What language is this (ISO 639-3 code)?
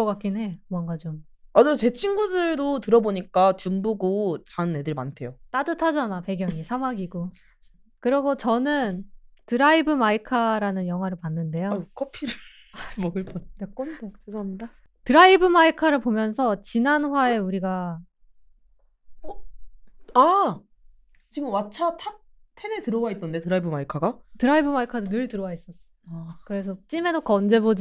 kor